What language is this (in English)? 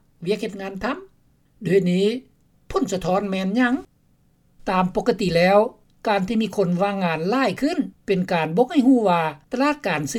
Lao